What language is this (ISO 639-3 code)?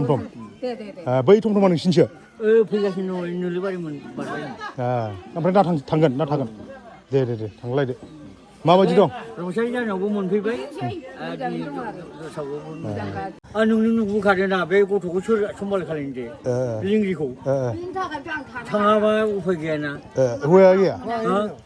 brx